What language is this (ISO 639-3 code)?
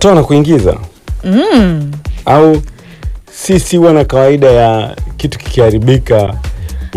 swa